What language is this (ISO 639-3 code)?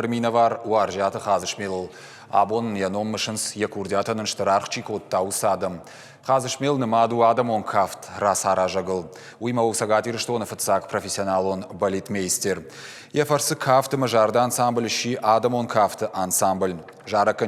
oss